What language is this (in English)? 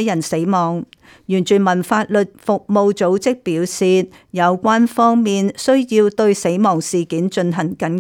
Cantonese